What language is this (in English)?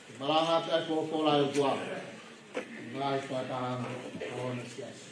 Tongan